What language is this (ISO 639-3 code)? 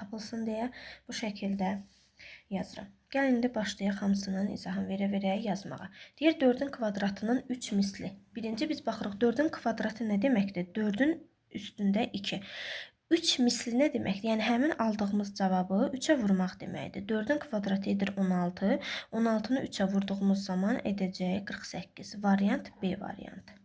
aze